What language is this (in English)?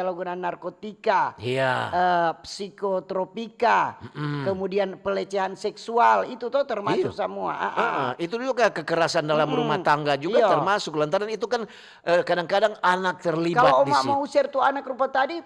Manado Malay